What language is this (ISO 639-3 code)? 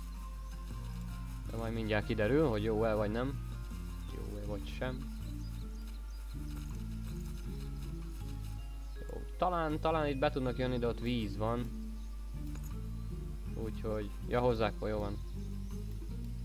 hun